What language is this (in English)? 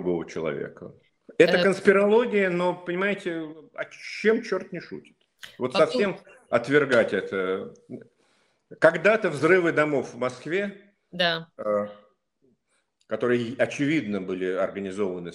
Russian